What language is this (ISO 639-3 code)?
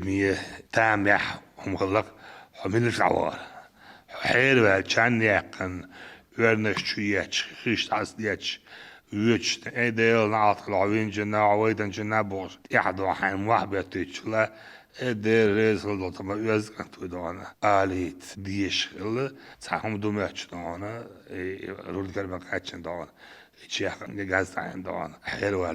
che